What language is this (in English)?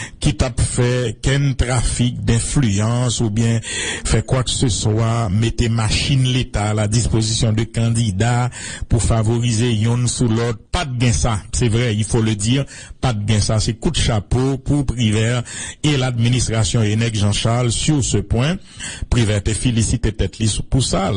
Haitian Creole